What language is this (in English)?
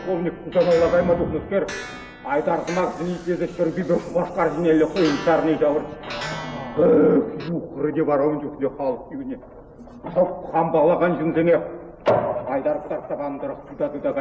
Chuvash